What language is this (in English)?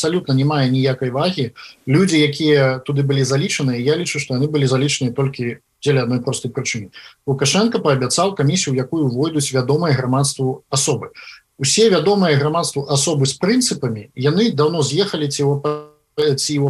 Belarusian